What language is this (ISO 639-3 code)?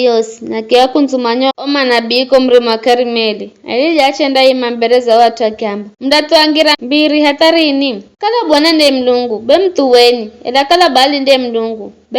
nyf